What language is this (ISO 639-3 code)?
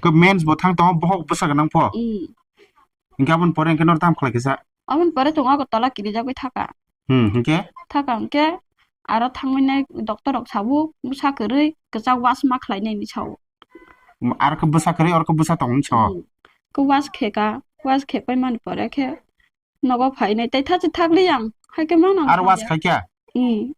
trp